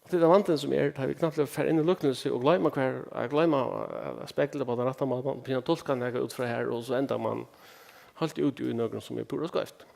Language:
Faroese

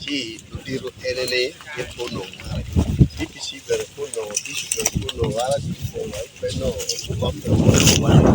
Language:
Acoli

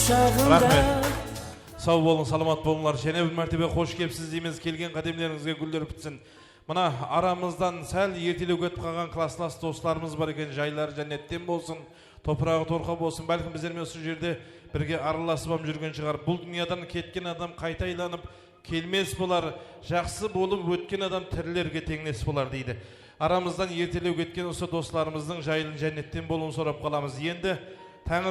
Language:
Kara-Kalpak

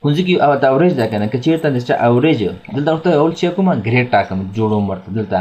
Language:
Pashto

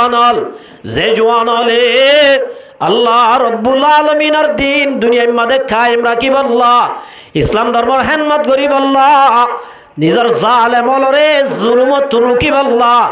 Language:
Rohingya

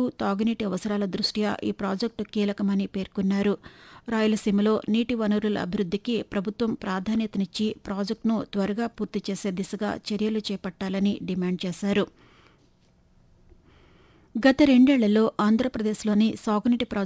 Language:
Telugu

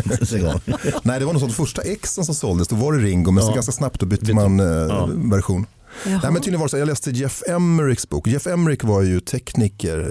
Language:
Swedish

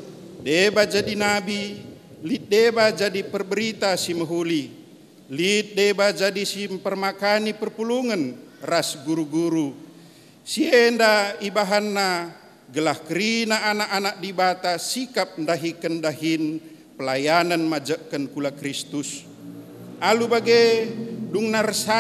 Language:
Batak Karo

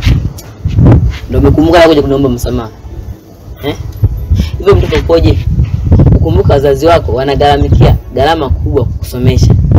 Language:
Swahili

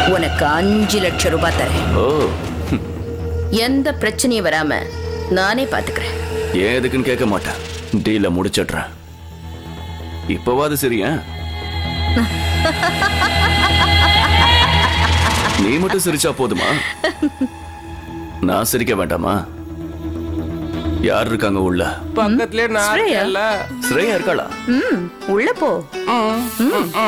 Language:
Tamil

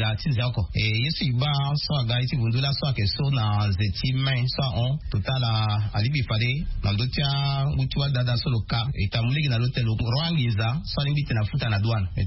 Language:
Sango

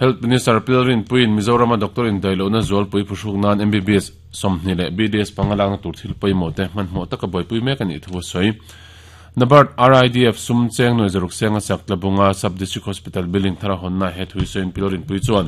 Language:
Mizo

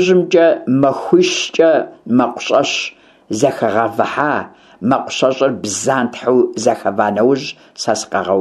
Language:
Kabardian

